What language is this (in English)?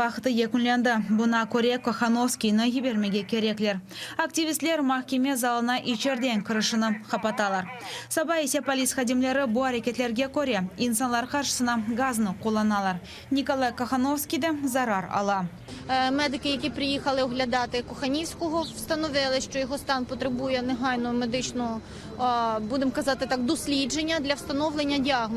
Crimean Tatar